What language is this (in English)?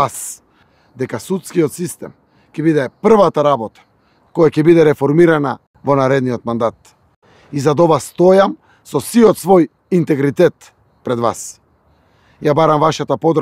Macedonian